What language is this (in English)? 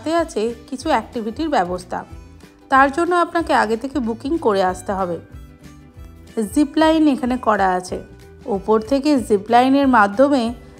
Bangla